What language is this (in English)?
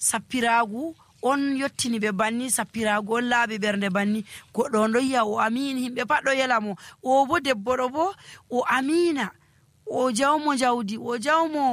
Nigerian Fulfulde